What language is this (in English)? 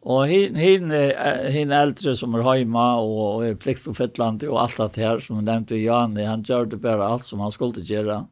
Faroese